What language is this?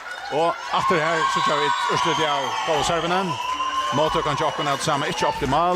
Faroese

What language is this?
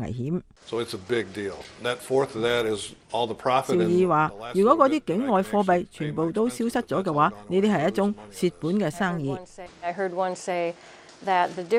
Cantonese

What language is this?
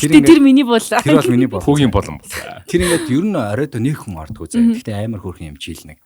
Mongolian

